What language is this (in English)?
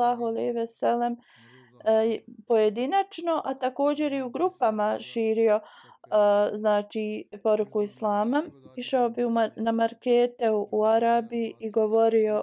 Bosnian